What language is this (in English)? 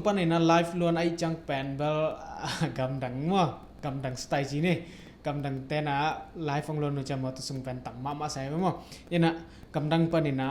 Tedim Chin